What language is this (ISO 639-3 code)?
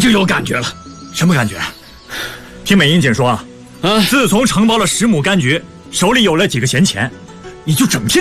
zho